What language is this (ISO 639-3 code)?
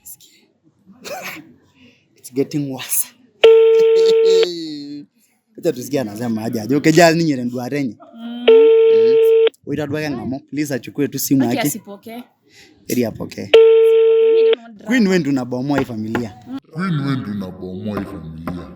mas